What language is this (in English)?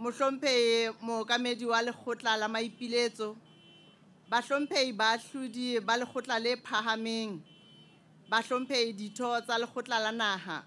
Southern Sotho